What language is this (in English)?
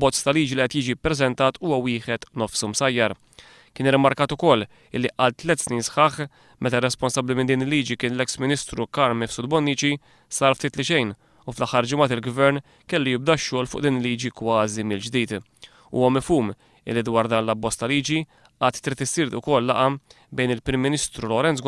Maltese